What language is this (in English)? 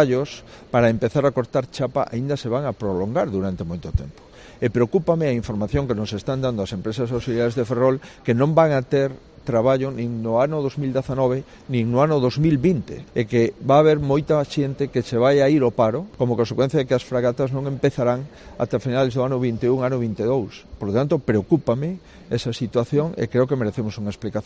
Galician